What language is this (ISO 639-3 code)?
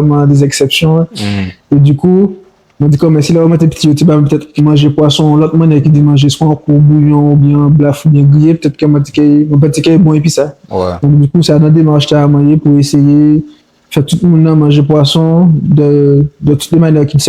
gcf